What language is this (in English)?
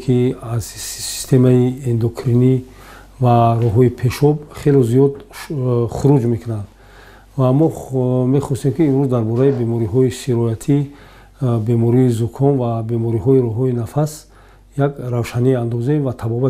Tajik